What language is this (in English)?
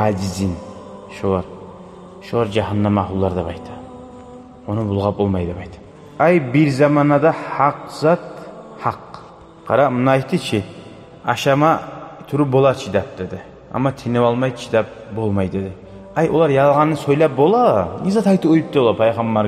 Kumyk